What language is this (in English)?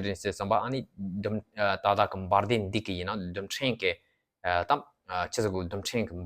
Tibetan